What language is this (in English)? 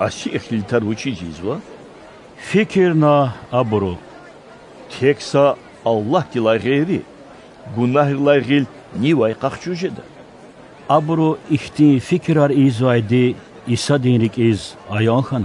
Lezghian